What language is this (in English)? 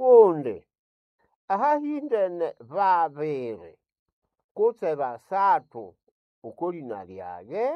Nande